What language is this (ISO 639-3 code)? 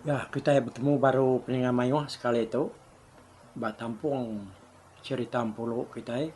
iba